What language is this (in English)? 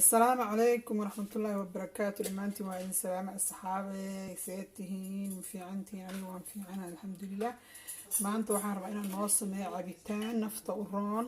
Somali